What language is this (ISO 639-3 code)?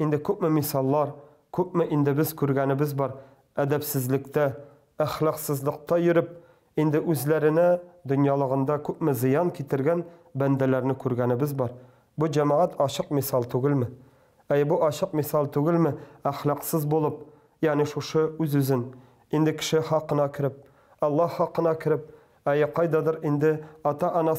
tat